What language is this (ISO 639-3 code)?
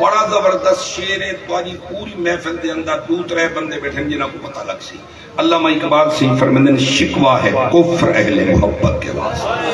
skr